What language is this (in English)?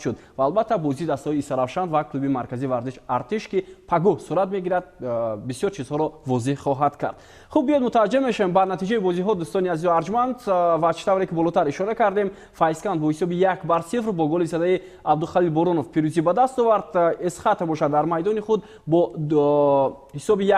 Tajik